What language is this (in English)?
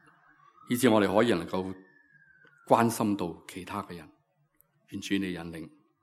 Cantonese